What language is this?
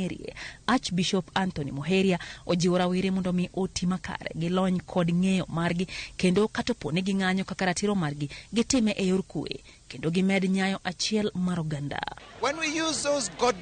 Luo (Kenya and Tanzania)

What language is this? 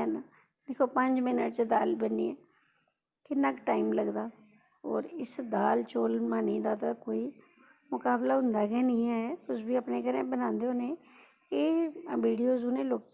Dogri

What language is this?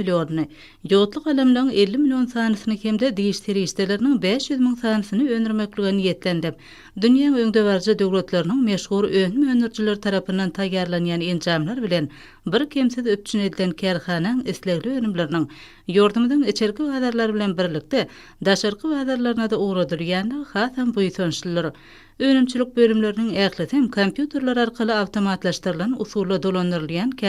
Turkmen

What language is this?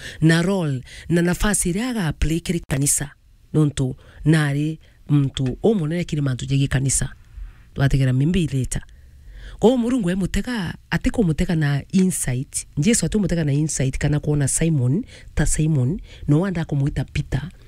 Meru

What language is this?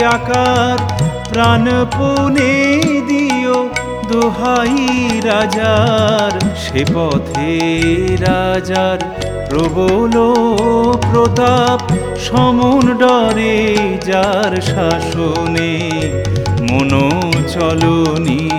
Bangla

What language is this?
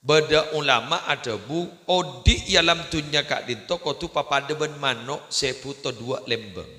Madurese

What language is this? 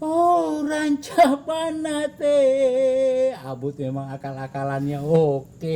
Betawi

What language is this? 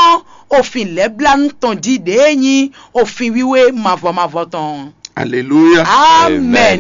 Fon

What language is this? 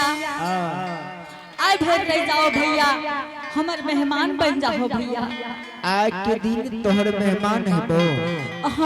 Angika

